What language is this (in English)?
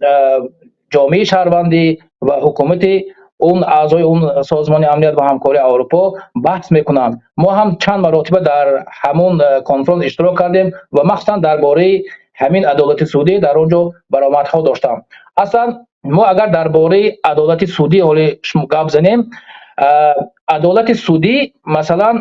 Tajik